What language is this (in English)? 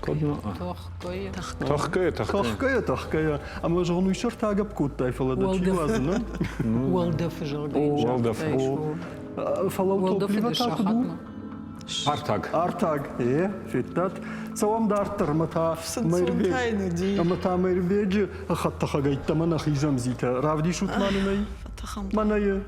Ossetic